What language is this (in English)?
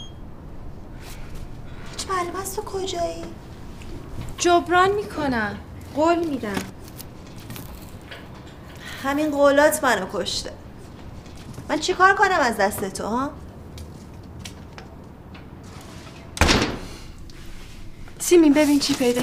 Persian